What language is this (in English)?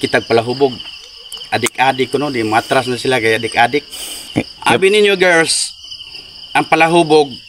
Cebuano